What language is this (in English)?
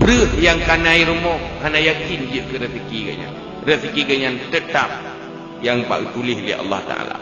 Achinese